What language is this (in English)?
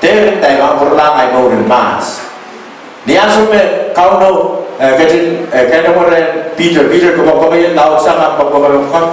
Pohnpeian